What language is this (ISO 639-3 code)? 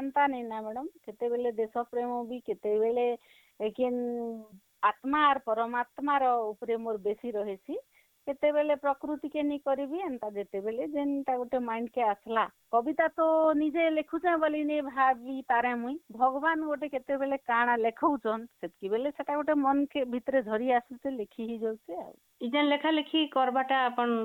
ori